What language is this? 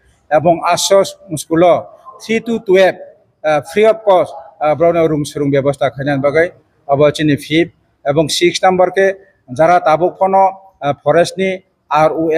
Riang (India)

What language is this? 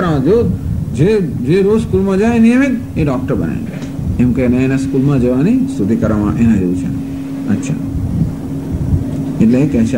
Gujarati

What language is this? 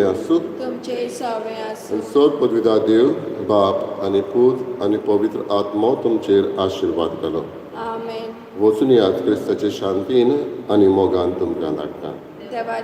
Konkani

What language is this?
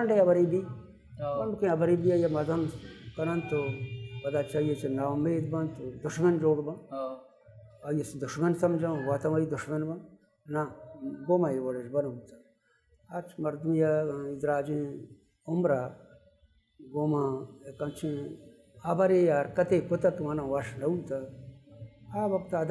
Baluchi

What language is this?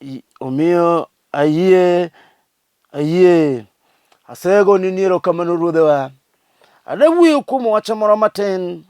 Luo (Kenya and Tanzania)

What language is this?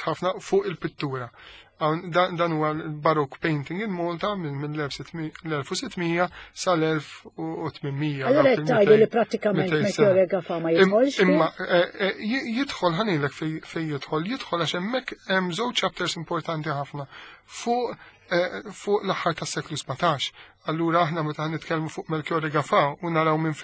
Maltese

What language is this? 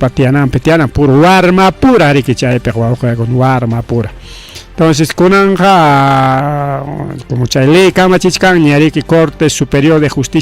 Ayacucho Quechua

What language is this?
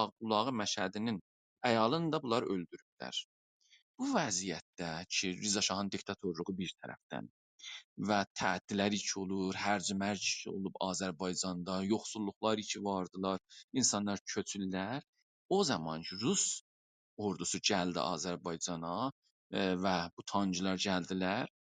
South Azerbaijani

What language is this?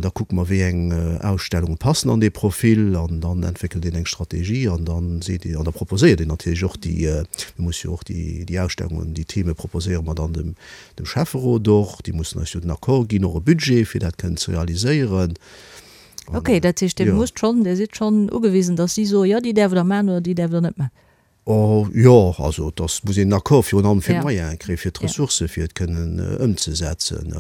Luxembourgish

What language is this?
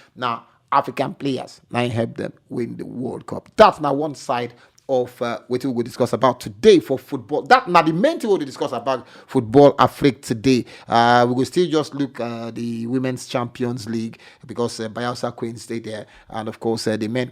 Nigerian Pidgin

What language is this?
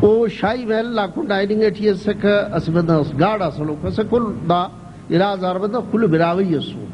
Brahui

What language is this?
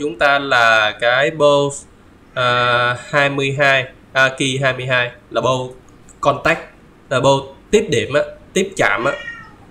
Vietnamese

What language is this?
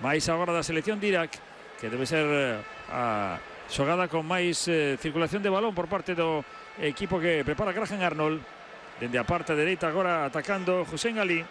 Galician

